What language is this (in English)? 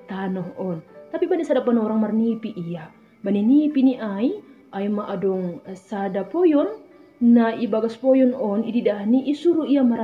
Batak Simalungun